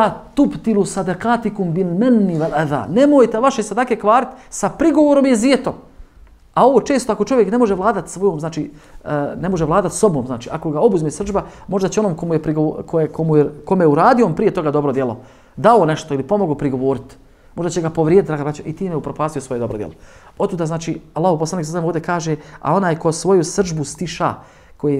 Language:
Bosnian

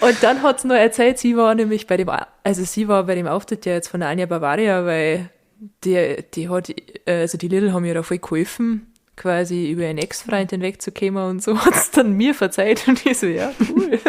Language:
Bavarian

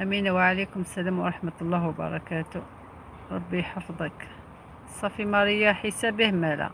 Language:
Algerian Arabic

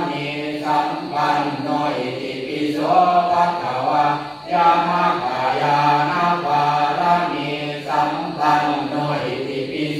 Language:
Pali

